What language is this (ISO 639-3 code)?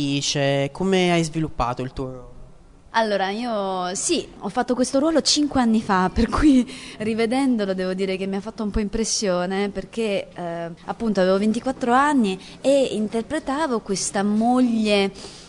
ita